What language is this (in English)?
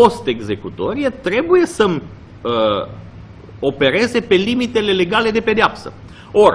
Romanian